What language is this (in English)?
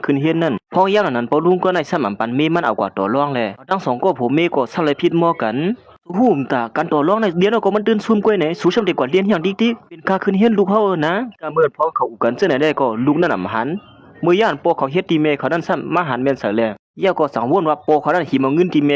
Shan